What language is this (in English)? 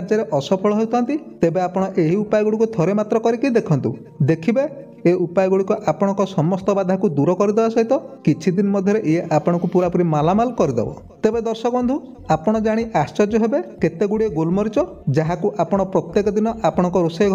Odia